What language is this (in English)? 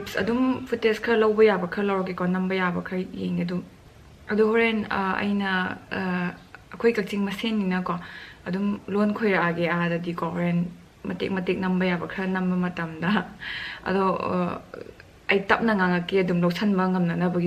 Manipuri